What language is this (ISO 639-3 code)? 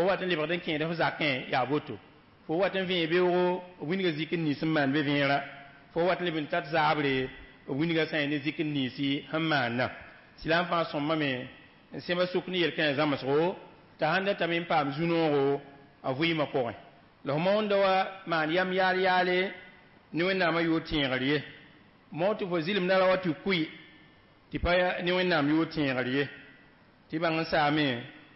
mos